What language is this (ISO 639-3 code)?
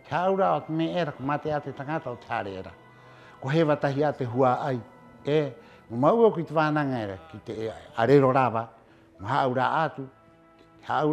rap